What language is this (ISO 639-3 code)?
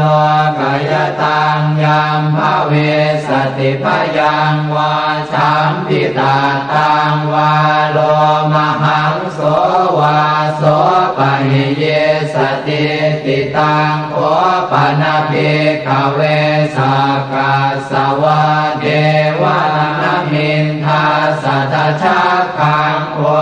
pli